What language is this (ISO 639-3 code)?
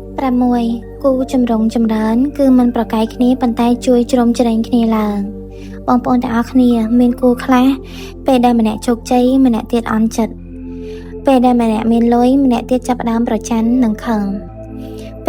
khm